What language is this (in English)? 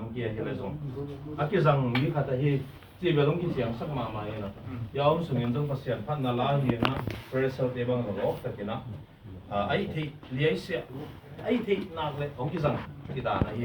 Tedim Chin